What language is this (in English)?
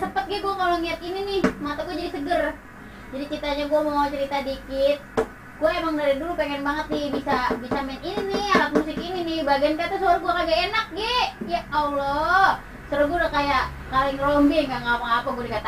Betawi